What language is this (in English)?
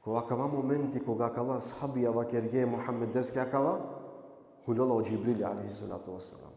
Balkan Romani